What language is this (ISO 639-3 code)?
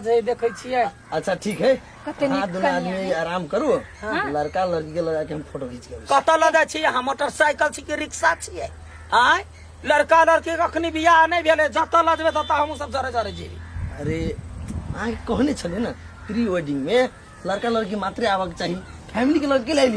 mai